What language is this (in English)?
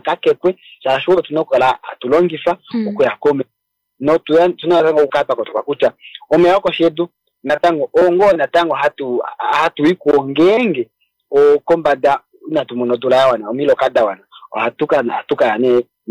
Kuanyama